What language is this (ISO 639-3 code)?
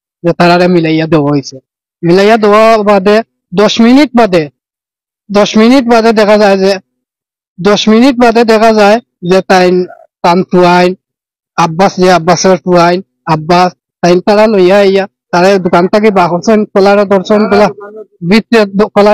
syl